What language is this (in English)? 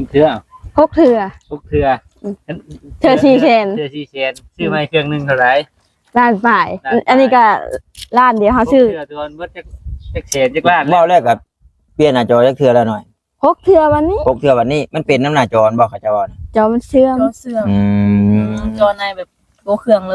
Northeastern Thai